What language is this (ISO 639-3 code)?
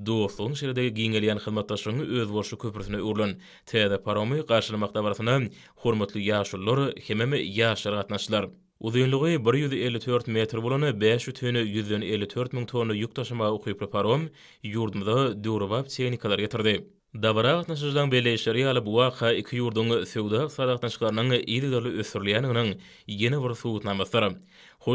tuk